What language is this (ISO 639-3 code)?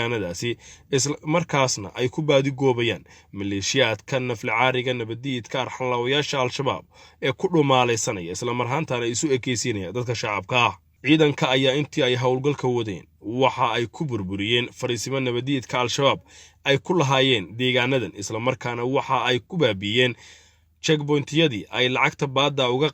som